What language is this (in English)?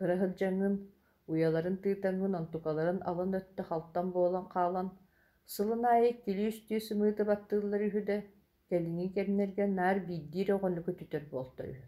Yakut